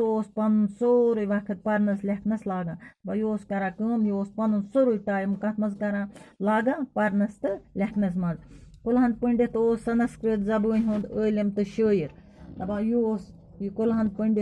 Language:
Kashmiri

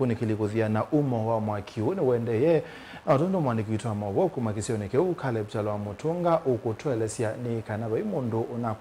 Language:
Kamba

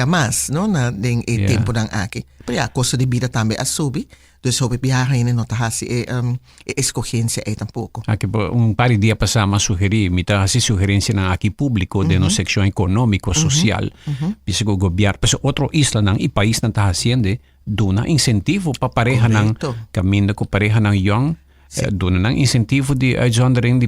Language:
Papiamento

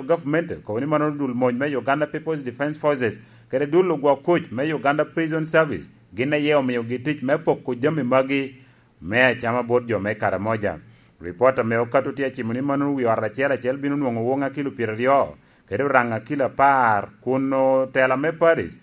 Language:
Lango (Uganda)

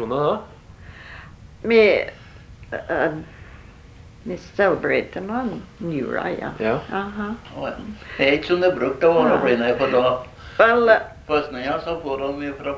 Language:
Norwegian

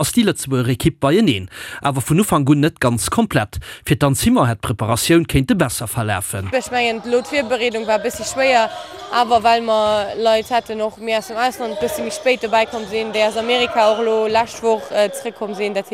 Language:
Luxembourgish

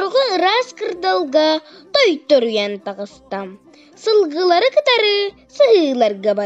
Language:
Yakut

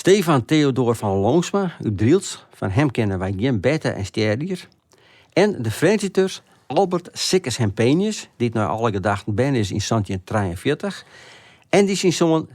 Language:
Western Frisian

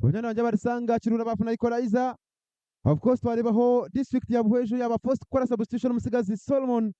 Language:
Nyankole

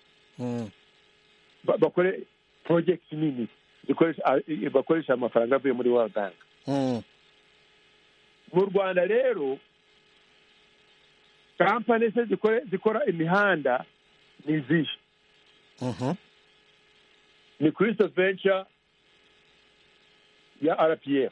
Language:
Kinyarwanda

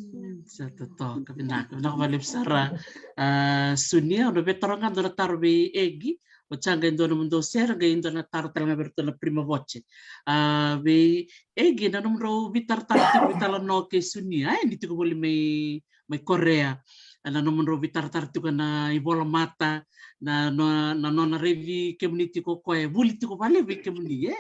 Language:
Fijian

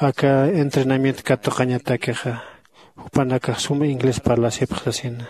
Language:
Aymara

